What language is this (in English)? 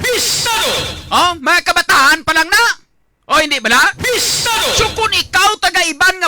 Hiligaynon